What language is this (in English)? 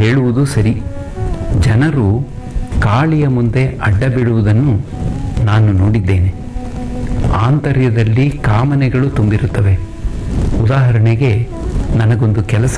Kannada